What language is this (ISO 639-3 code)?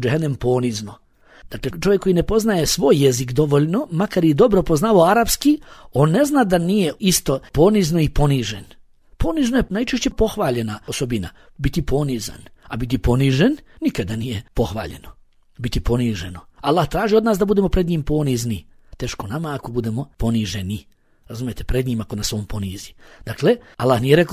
bos